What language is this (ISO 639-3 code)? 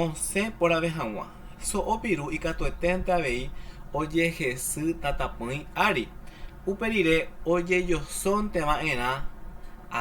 grn